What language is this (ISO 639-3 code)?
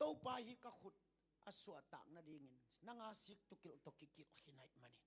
ctd